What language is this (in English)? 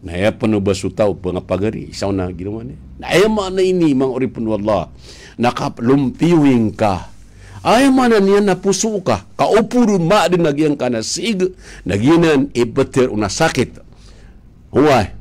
Maranao